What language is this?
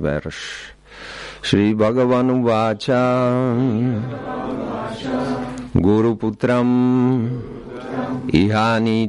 Czech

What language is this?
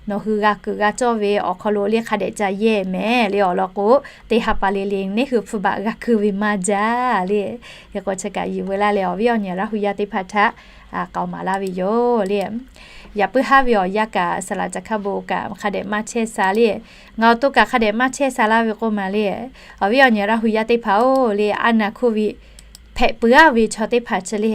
Lahu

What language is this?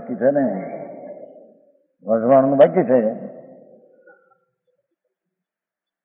Gujarati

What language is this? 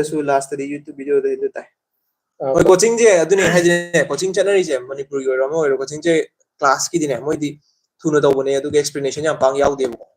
Manipuri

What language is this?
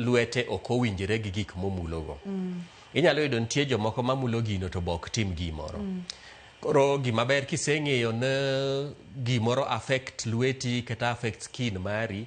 Luo (Kenya and Tanzania)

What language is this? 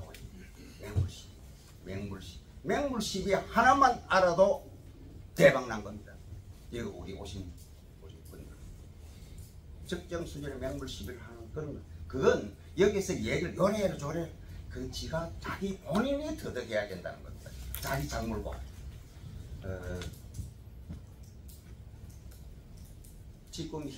Korean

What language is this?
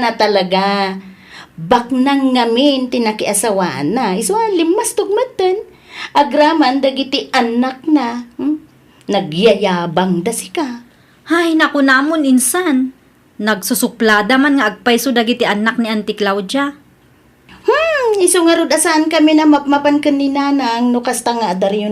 Iloko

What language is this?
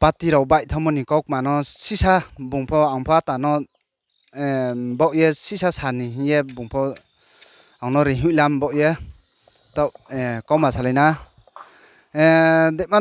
Riang (India)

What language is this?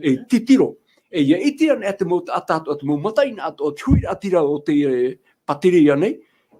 Tahitian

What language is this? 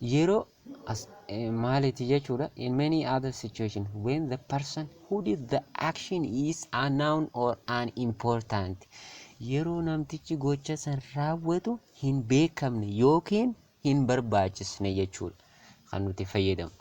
Oromo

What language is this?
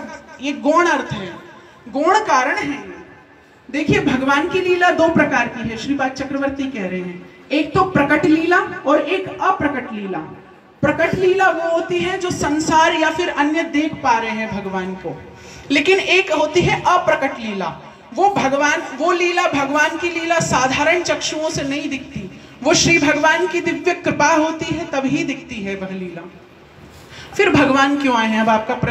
Hindi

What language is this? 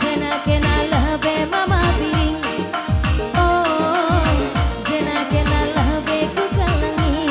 Batak Karo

